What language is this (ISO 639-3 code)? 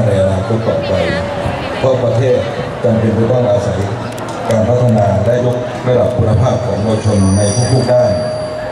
tha